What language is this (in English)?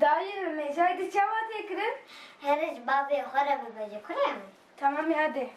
Kurdish